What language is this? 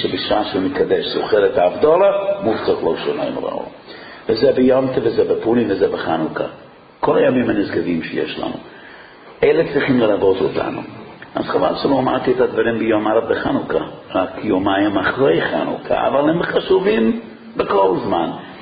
Hebrew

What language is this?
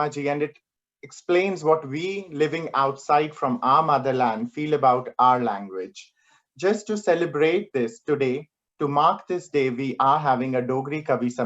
Dogri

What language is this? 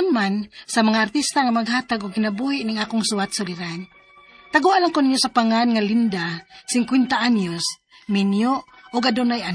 Cebuano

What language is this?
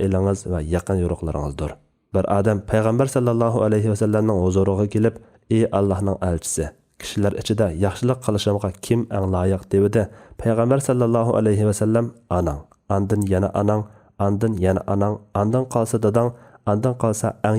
Uyghur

